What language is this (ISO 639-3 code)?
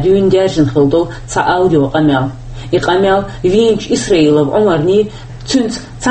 che